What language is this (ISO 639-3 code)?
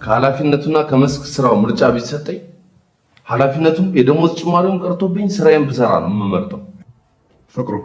amh